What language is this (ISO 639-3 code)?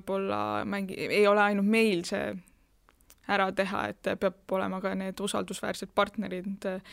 est